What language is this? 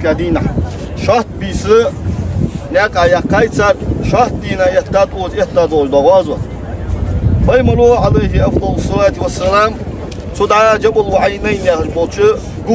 Ingush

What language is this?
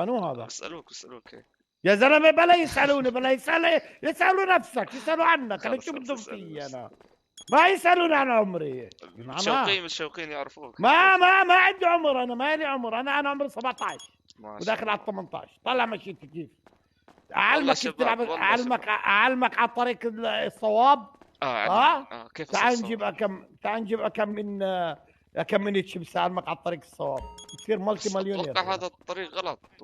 North Levantine Arabic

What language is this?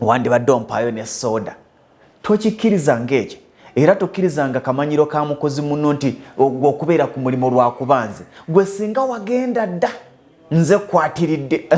Ganda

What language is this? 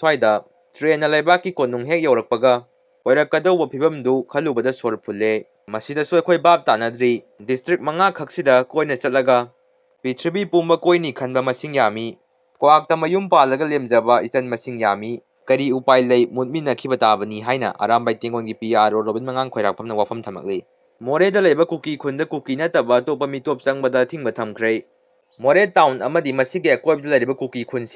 Manipuri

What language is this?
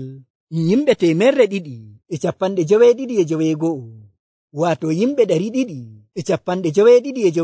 Nigerian Fulfulde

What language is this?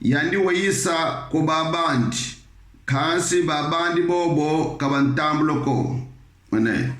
Kongo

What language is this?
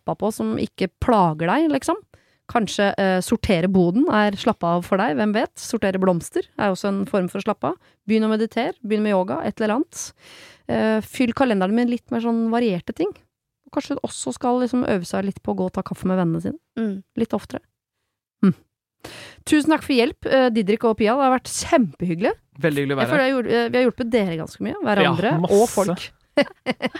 Norwegian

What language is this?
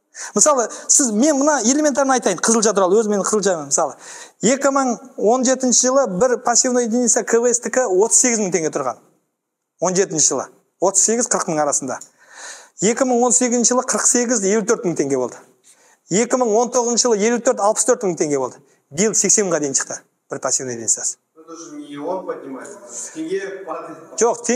Kazakh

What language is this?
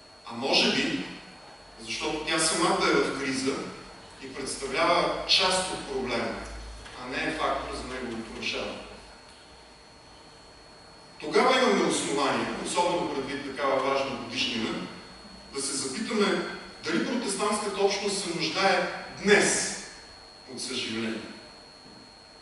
Bulgarian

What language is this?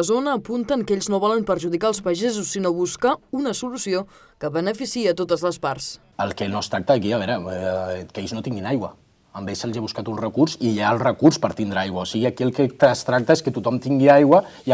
Catalan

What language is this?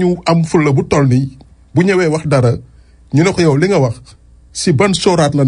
Wolof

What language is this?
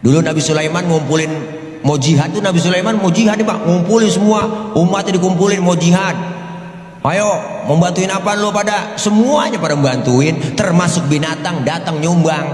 Betawi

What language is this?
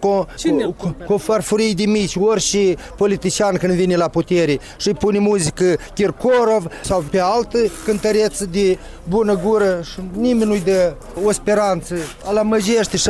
Romanian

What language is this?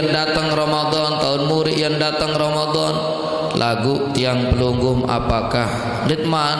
Sasak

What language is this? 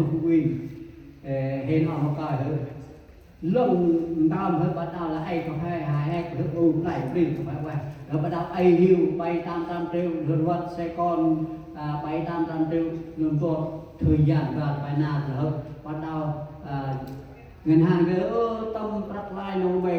Central Mnong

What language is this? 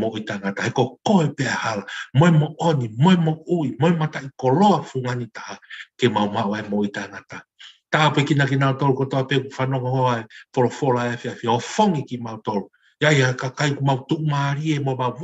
Tongan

